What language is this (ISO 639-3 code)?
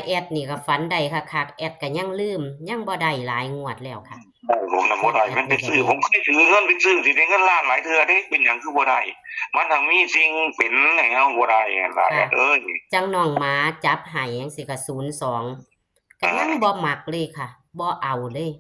tts